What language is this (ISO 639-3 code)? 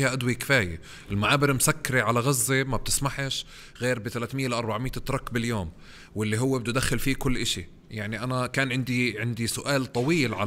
apc